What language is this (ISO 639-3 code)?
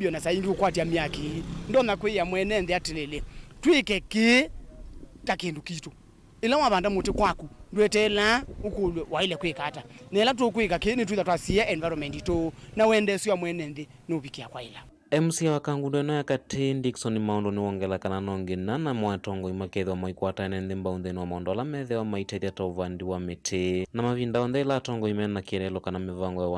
kam